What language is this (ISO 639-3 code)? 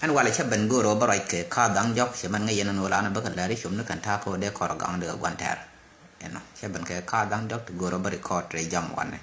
nus